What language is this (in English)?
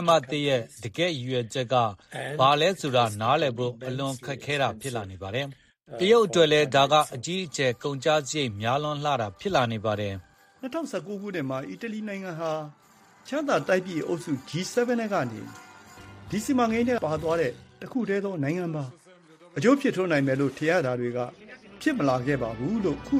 Burmese